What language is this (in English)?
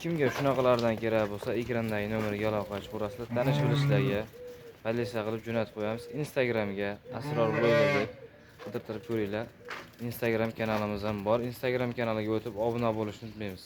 Uzbek